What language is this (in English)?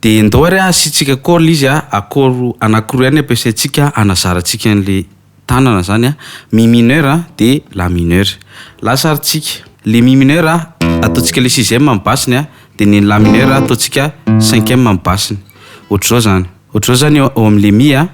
Malagasy